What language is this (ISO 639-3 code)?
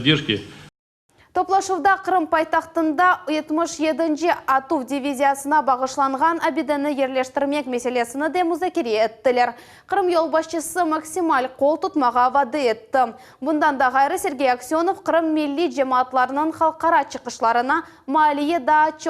crh